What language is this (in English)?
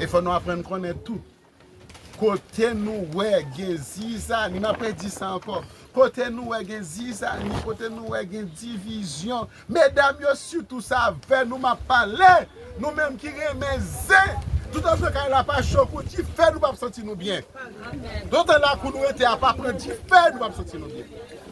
Haitian Creole